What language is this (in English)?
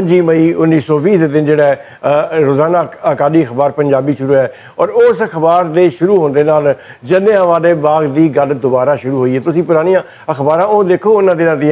Western Panjabi